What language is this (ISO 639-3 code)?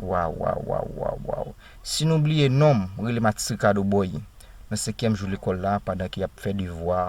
hat